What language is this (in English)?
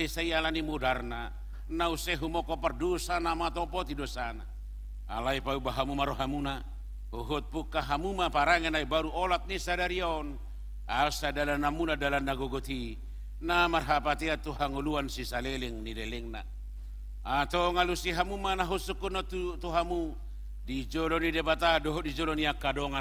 Batak Toba